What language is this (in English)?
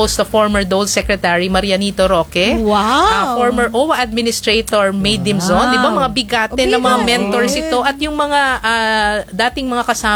Filipino